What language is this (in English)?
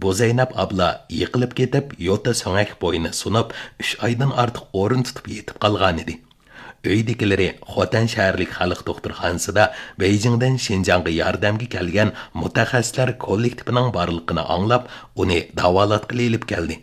Uyghur